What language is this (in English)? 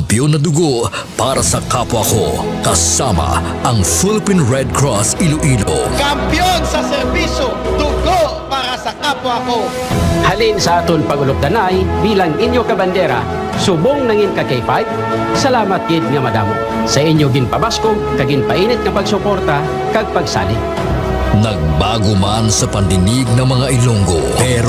Hiligaynon